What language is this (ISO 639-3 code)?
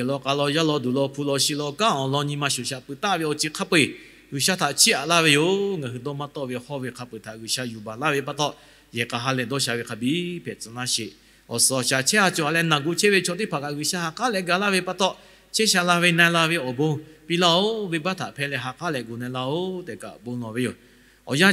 lhu